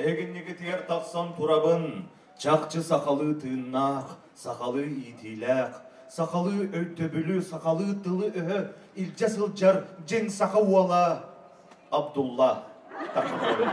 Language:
Yakut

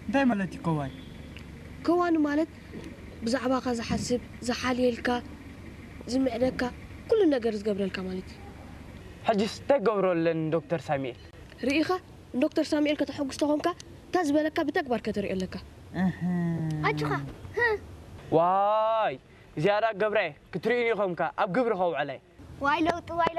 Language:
Tigrinya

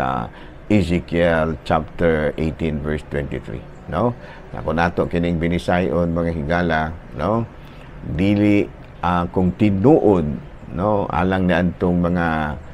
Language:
Cebuano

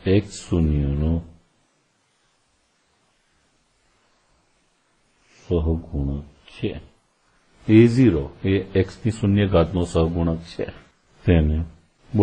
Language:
Gujarati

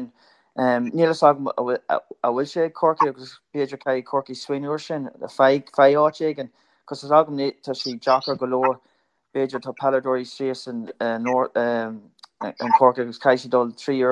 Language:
Irish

